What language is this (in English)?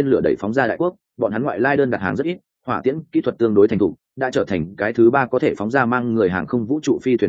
Vietnamese